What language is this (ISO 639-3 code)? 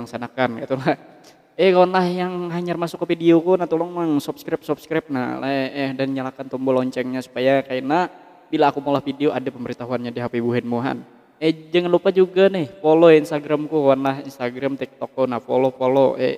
bjn